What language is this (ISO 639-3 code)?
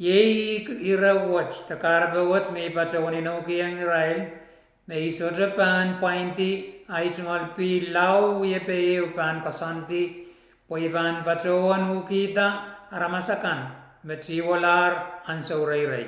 pon